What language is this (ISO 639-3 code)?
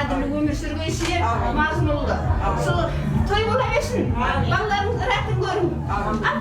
kaa